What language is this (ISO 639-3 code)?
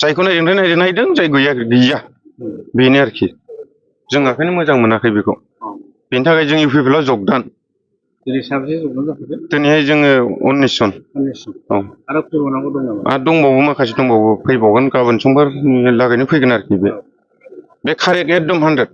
brx